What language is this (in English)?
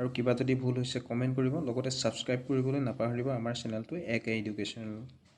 Assamese